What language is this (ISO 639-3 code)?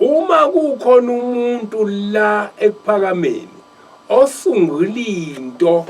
zul